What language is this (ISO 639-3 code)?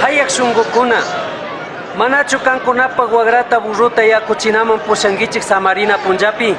qug